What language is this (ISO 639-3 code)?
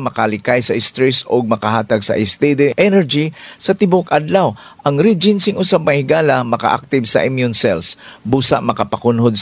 ceb